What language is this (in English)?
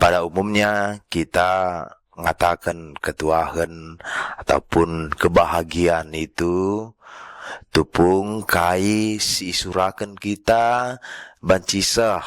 Batak Karo